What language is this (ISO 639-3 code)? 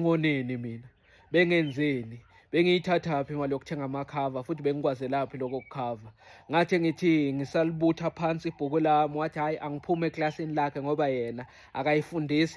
zul